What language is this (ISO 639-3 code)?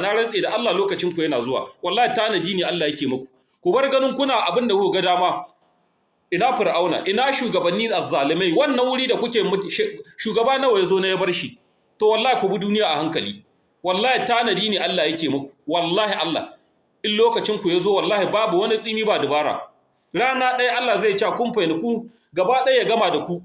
hau